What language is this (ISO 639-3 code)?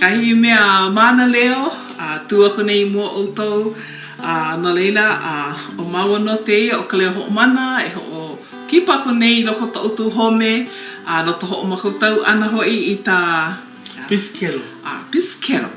haw